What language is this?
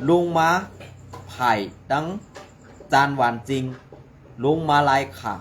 Shan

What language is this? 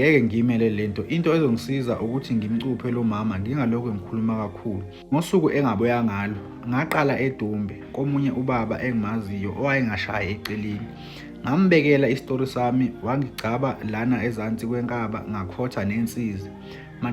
Zulu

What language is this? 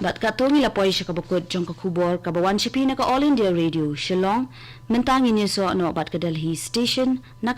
Khasi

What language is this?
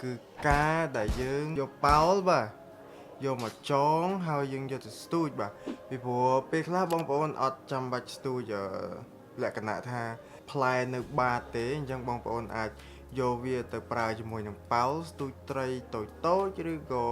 Khmer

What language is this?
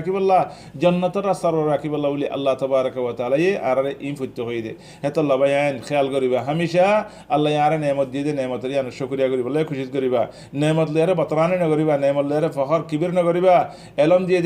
Rohingya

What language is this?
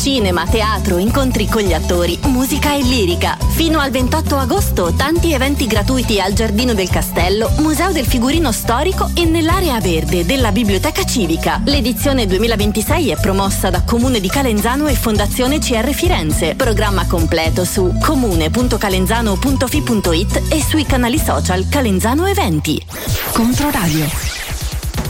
Italian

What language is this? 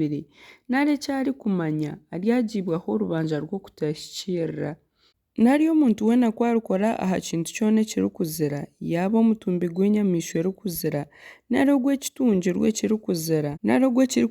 Nyankole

